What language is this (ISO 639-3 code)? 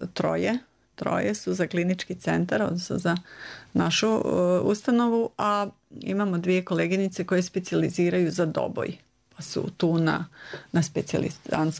srp